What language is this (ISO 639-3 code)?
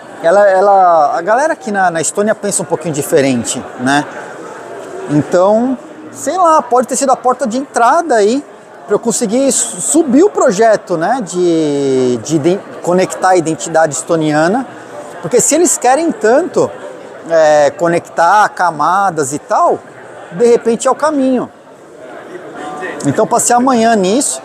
por